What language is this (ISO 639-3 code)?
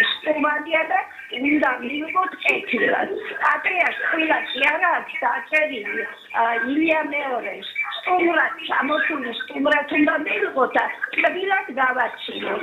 kat